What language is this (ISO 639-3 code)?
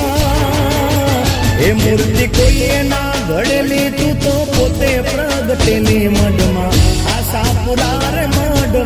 guj